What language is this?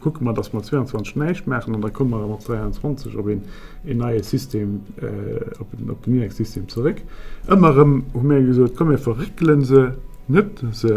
Luxembourgish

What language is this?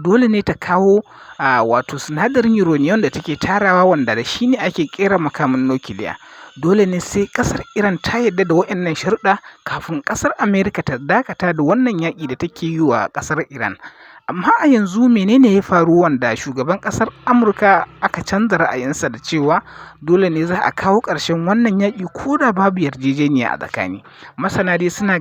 Hausa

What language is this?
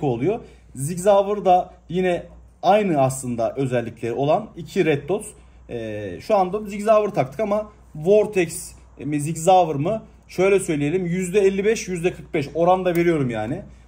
Turkish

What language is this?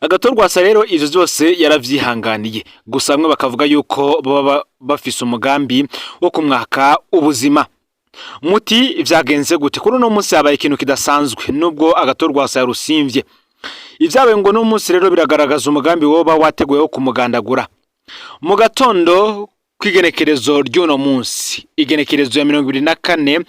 Rundi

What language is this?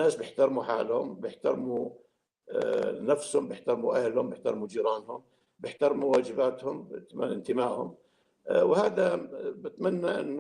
North Levantine Arabic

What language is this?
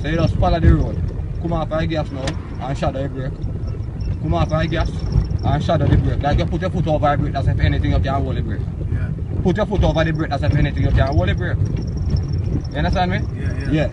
Jamaican Creole English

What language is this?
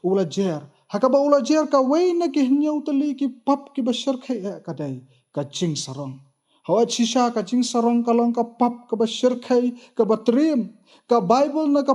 Khasi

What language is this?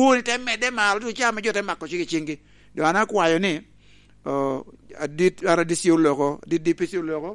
Lango (Uganda)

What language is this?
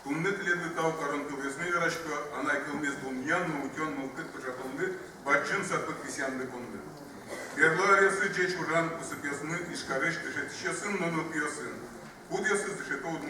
Udmurt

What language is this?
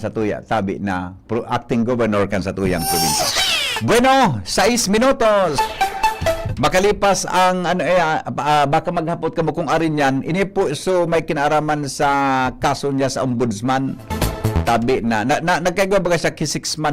Bikol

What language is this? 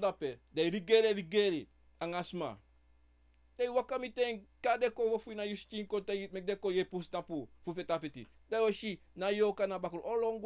Sranan Tongo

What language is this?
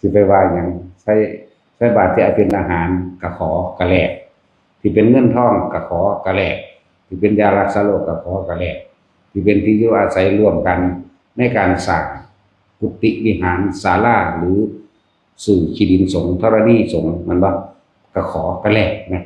Northeastern Thai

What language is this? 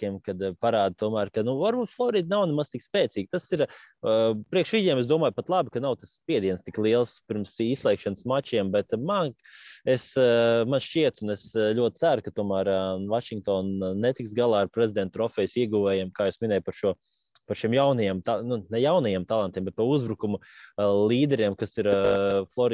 Latvian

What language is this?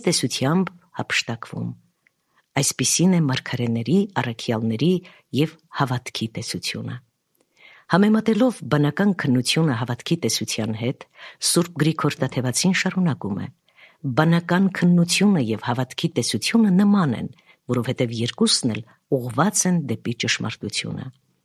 Armenian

